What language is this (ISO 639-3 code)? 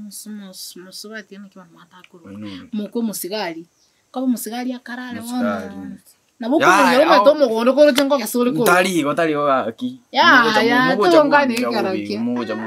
guz